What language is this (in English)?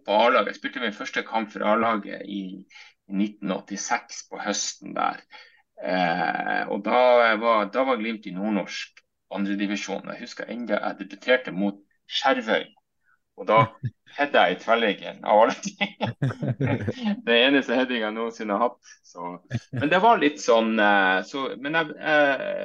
Norwegian